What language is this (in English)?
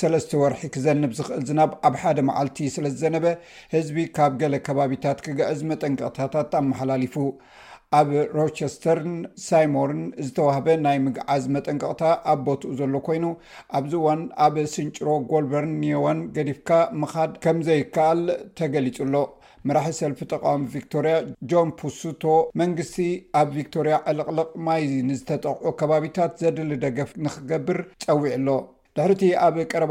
Tigrinya